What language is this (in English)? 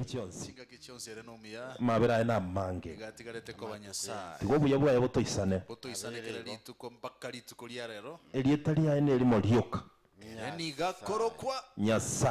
Gusii